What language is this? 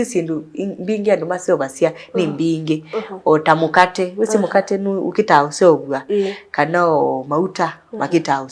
Kamba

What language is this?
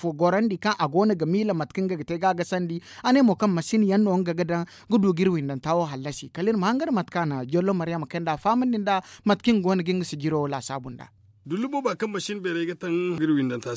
Zarma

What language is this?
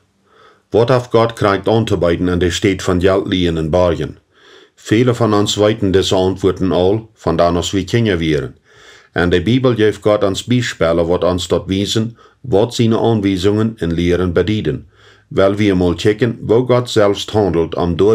Plautdietsch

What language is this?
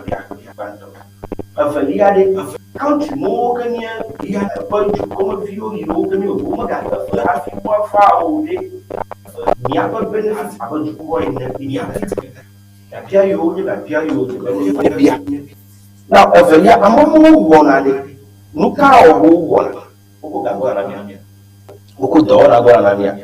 Ewe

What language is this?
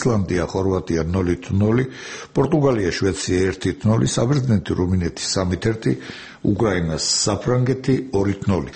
Georgian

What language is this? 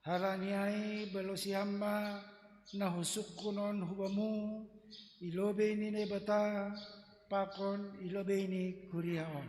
Batak Simalungun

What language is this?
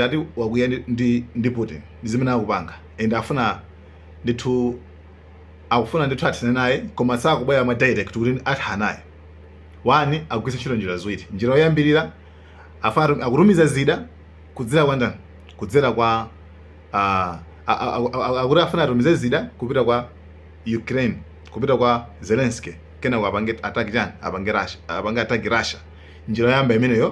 Nyanja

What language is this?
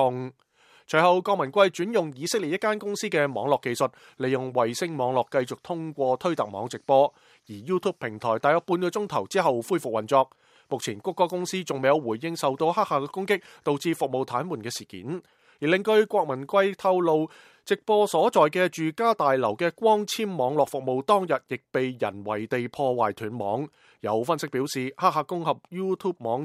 Cantonese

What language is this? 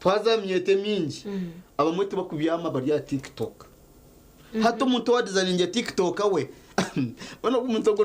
Nyankole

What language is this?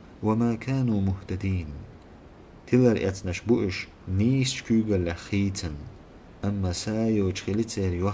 Chechen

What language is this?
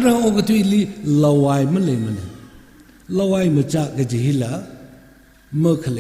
Tangkhul Naga (India)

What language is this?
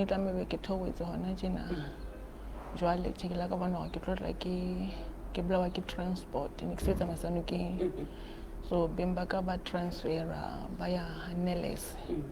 Southern Sotho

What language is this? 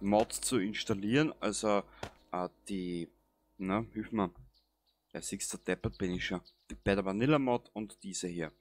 Bavarian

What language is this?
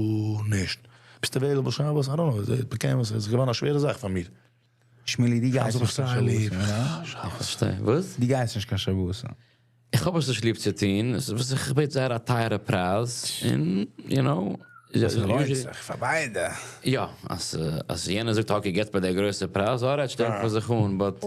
Yiddish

